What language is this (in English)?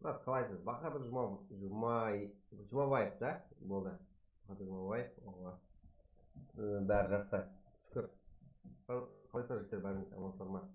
Kara-Kalpak